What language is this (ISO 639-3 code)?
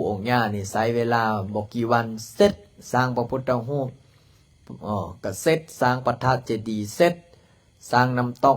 lao